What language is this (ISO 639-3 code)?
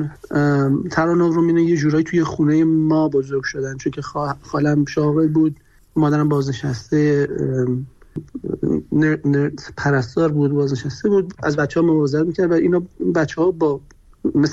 fas